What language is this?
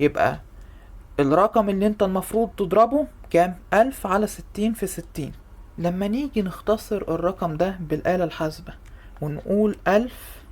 Egyptian Arabic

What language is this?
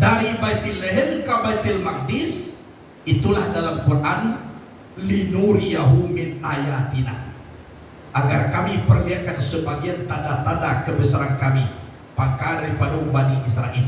Minangkabau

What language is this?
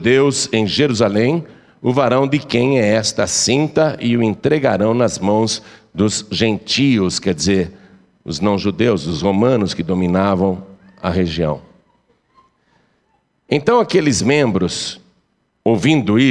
Portuguese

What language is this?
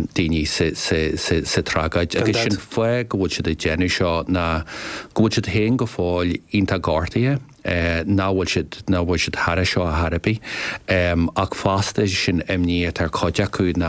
Irish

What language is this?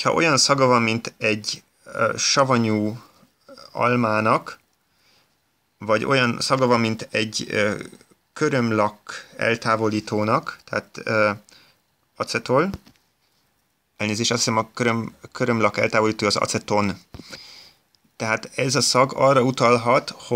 Hungarian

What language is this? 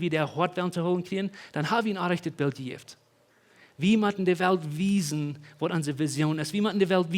Plautdietsch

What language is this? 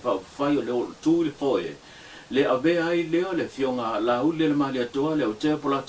Samoan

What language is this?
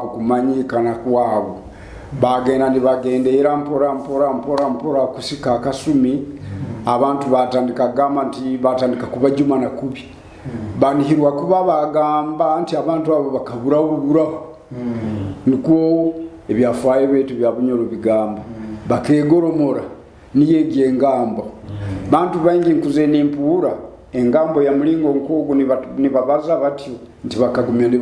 Nyoro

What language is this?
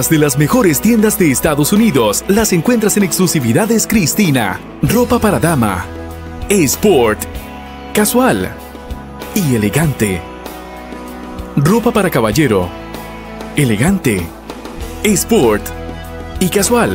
Spanish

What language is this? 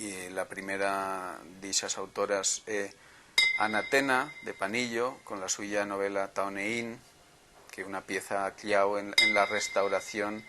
Aragonese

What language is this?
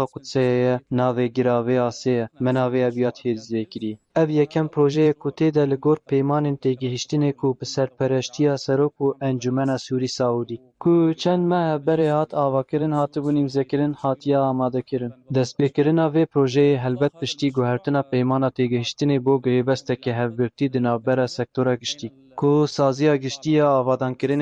Kurdish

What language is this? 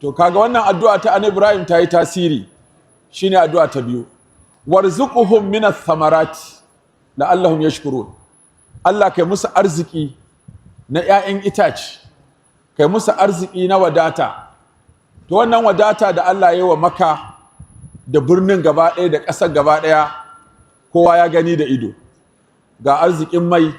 Hausa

